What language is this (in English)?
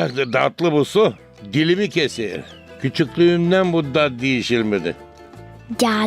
Gagauz